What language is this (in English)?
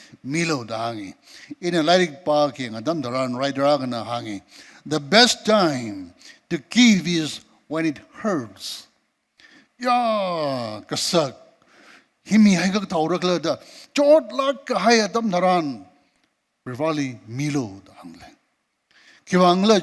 Tangkhul Naga (India)